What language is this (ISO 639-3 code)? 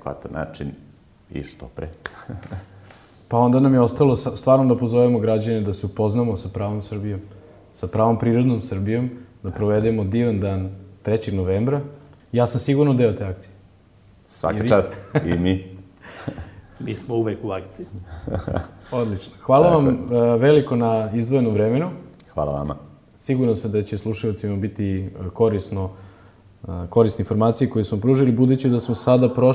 srp